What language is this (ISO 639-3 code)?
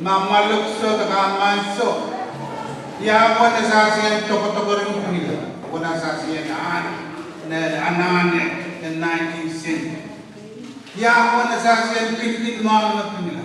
pon